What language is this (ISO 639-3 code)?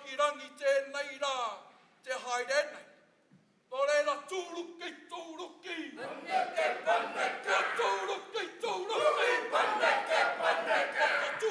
mri